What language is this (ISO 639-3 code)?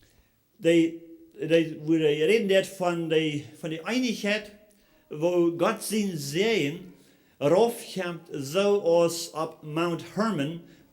pdt